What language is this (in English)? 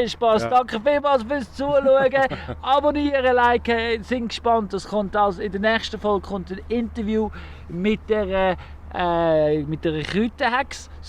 Swiss German